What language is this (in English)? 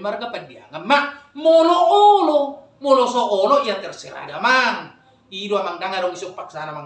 Batak Toba